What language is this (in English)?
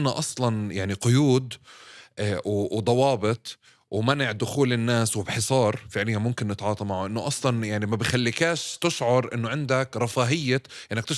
North Levantine Arabic